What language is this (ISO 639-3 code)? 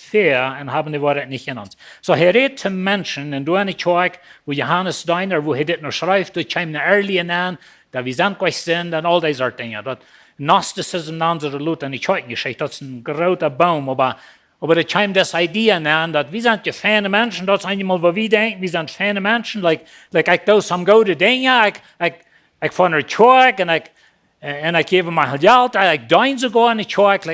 pdt